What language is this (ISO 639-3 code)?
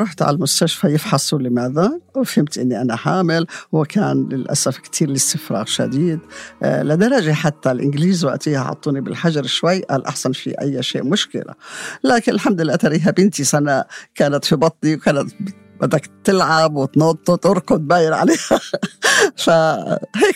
apc